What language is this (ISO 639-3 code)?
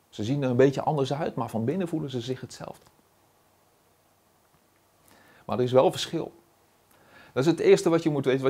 nld